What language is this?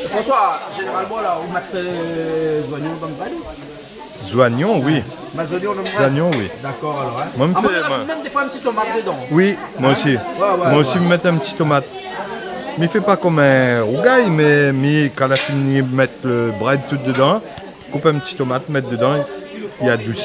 Réunion Creole French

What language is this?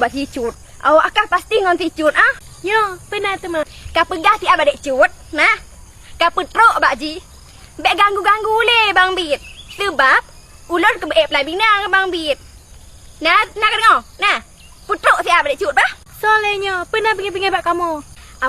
Achinese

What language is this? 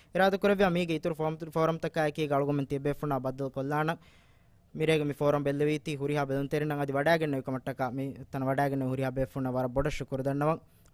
Divehi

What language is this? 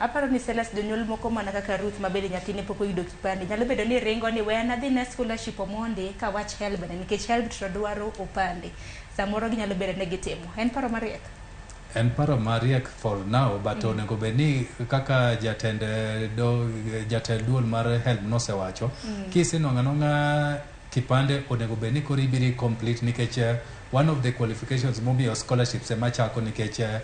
Luo (Kenya and Tanzania)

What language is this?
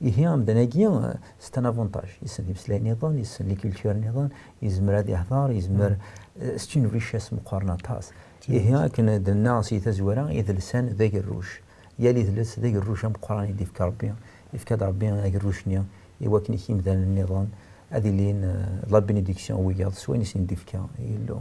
Kabyle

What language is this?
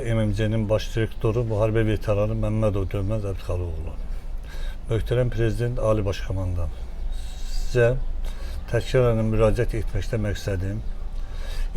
Azerbaijani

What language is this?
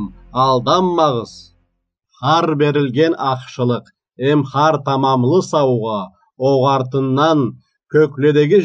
Karachay-Balkar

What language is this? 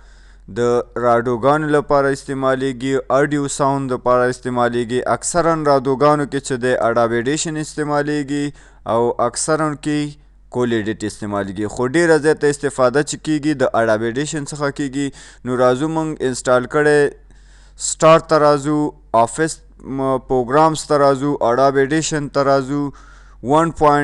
Pashto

